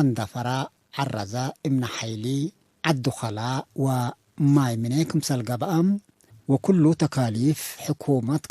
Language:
Tigre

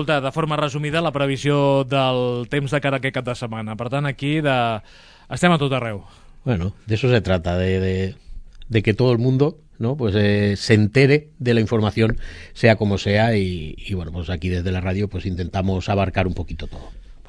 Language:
Catalan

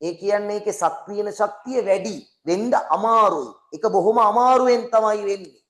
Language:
Sinhala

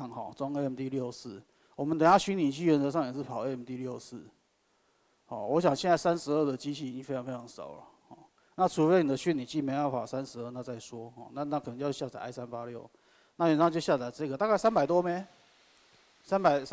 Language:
Chinese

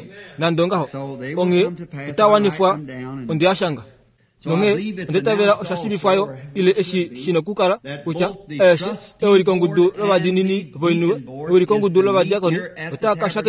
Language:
Kuanyama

